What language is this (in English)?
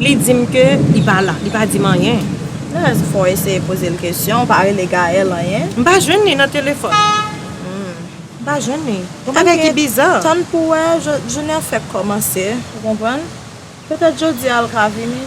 Haitian Creole